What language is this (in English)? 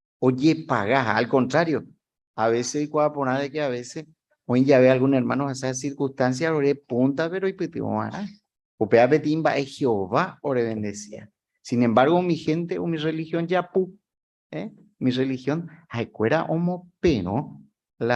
Guarani